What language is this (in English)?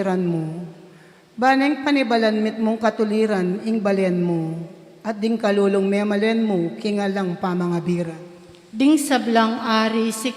Pampanga